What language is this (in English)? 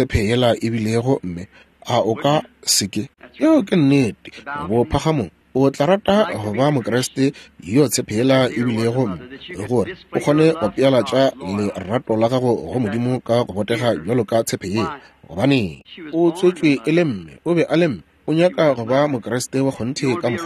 Northern Sotho